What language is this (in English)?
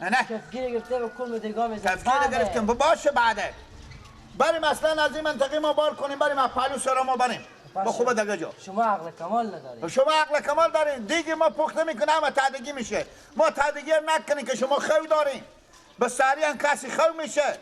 Persian